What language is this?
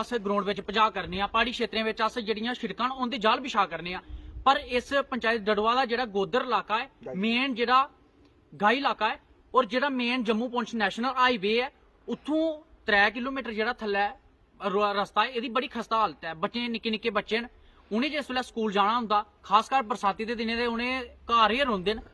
Dogri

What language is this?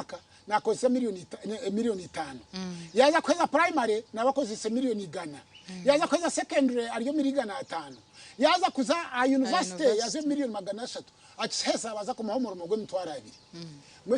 Nyankole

